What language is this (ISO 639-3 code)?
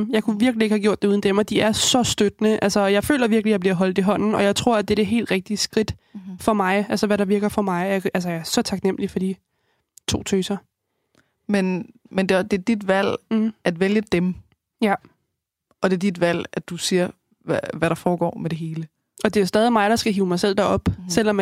dan